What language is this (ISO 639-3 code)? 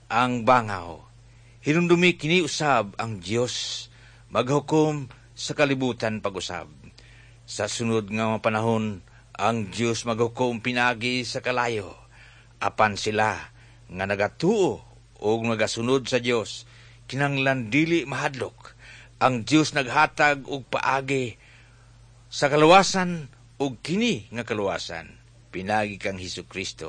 ceb